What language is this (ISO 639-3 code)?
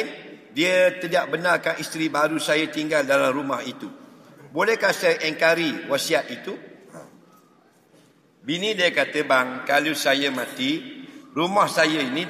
msa